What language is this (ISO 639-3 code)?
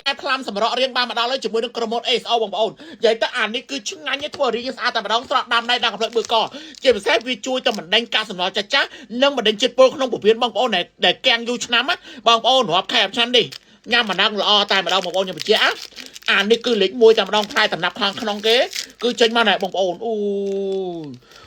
khm